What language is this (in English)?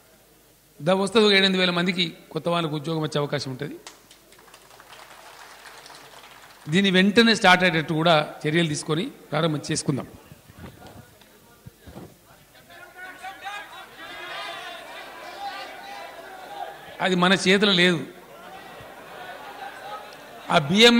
Telugu